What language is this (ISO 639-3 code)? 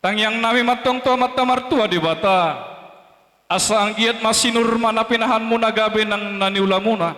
bbc